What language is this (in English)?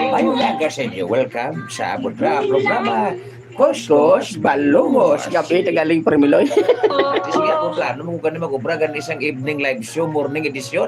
Hiligaynon